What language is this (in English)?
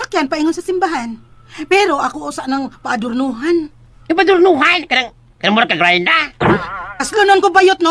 Cebuano